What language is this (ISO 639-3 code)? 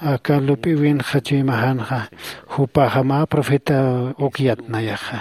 aym